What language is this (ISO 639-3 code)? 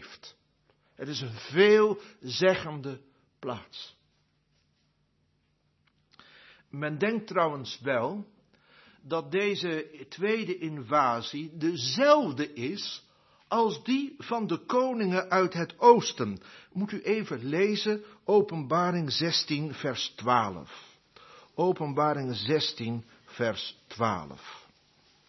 nld